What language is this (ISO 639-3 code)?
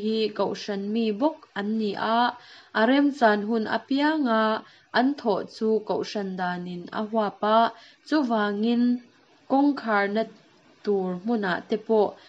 lus